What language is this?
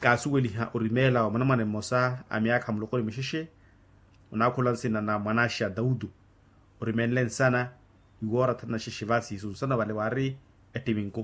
Makhuwa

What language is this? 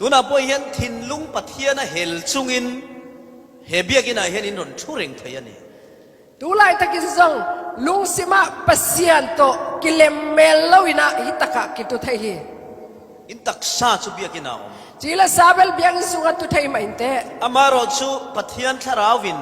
Falam Chin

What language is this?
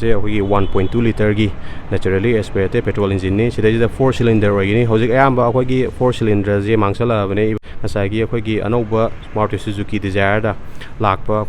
Manipuri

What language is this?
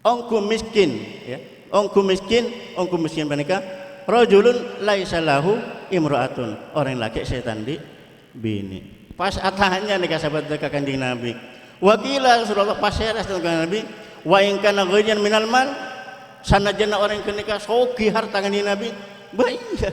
Madurese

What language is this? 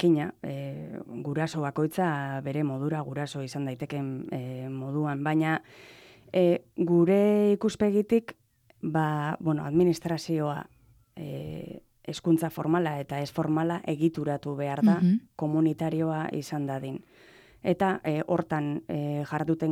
Basque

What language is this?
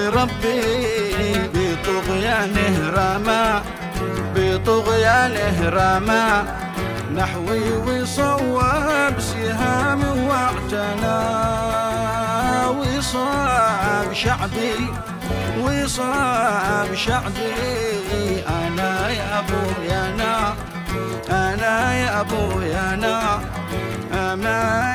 Arabic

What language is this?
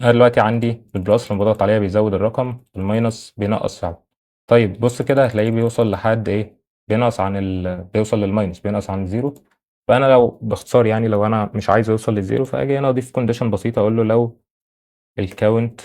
Egyptian Arabic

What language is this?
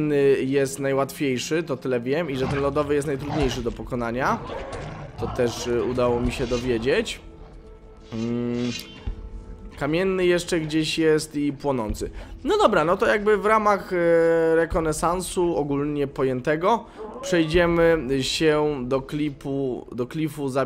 Polish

